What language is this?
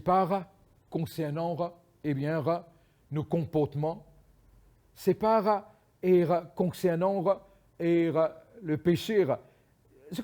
Morisyen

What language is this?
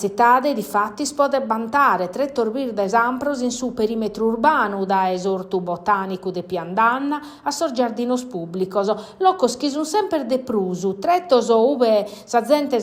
Sardinian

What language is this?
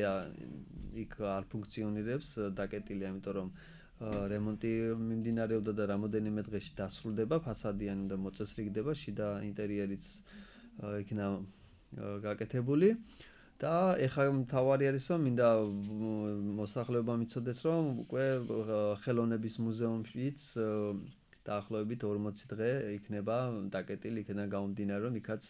Georgian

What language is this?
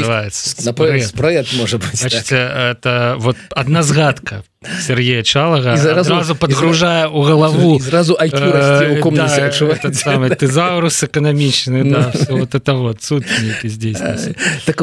Belarusian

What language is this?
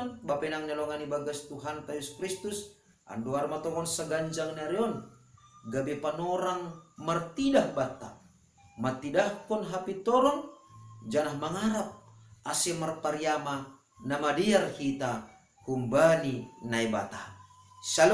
Batak Simalungun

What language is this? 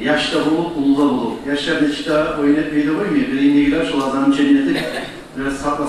Kumyk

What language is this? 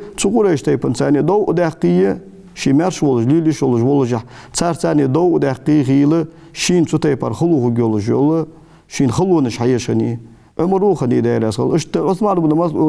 Ingush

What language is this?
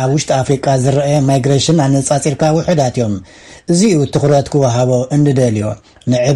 Tigrinya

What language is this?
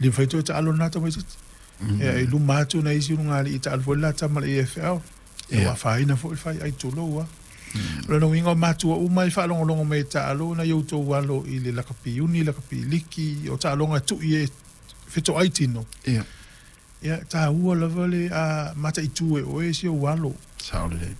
Samoan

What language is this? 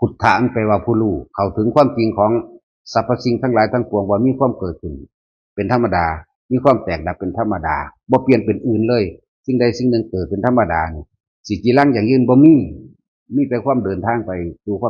Northeastern Thai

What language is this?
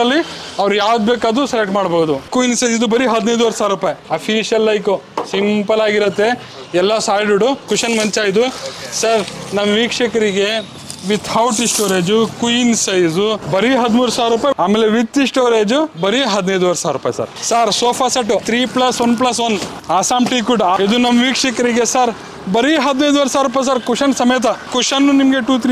Kannada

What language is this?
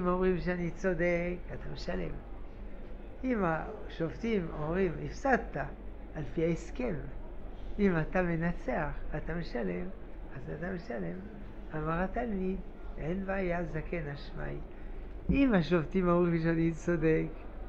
Hebrew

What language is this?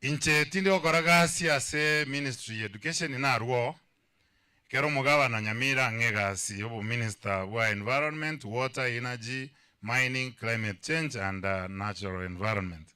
Gusii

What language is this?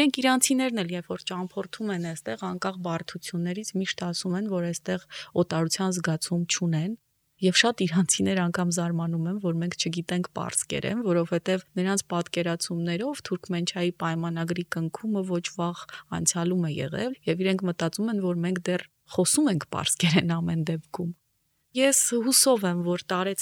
Armenian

